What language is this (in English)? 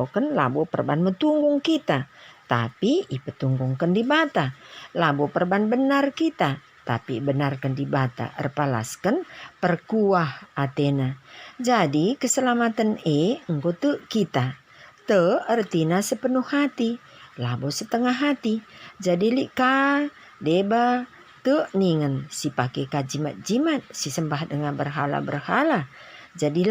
Batak Karo